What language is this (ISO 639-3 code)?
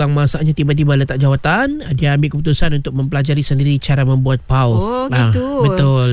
msa